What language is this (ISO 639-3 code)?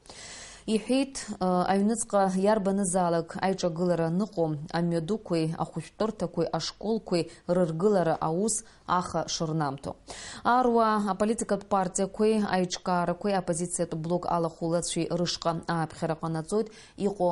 abk